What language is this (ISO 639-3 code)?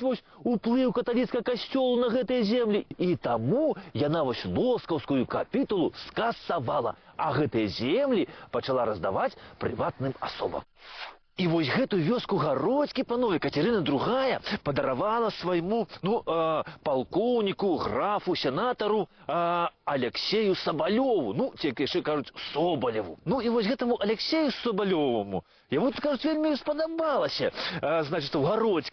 bel